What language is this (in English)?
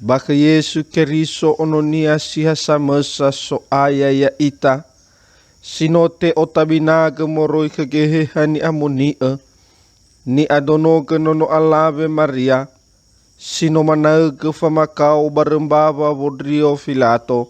Nias